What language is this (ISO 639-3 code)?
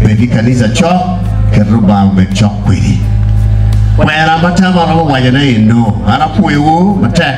ach